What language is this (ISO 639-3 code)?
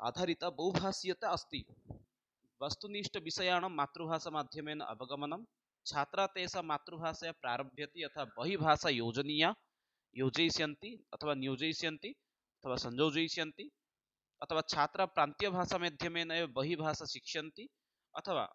san